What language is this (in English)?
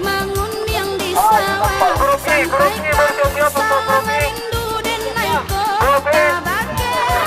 Minangkabau